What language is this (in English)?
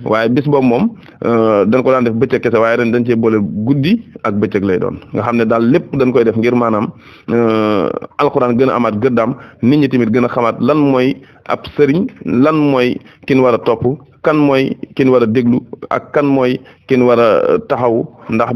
Wolof